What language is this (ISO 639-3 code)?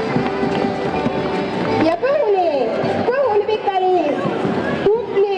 est